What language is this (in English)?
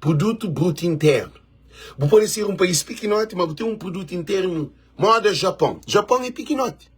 Kabuverdianu